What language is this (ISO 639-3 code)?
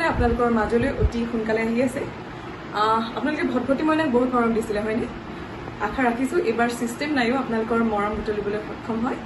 asm